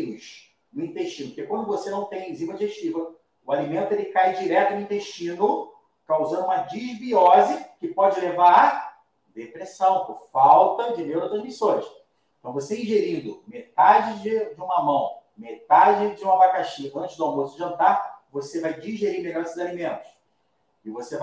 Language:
Portuguese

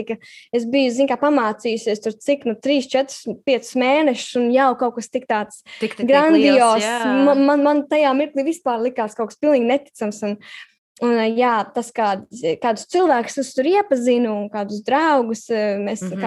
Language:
Latvian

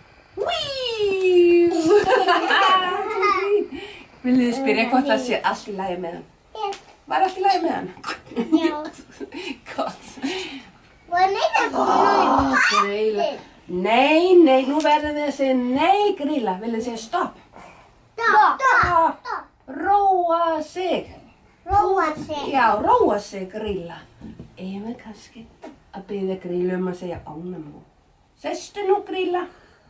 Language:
Icelandic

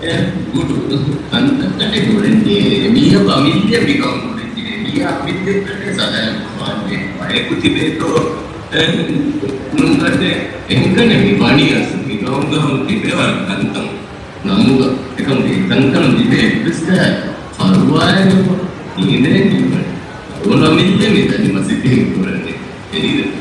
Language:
Divehi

